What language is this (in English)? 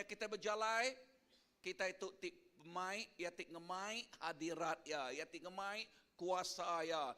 Iban